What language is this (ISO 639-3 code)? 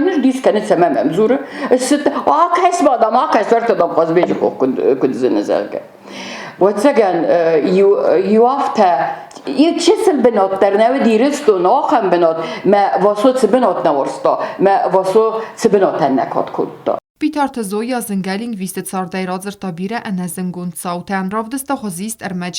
oss